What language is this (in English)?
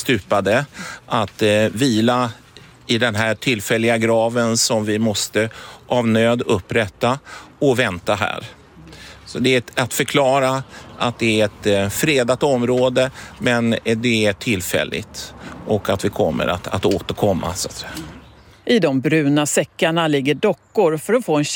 Swedish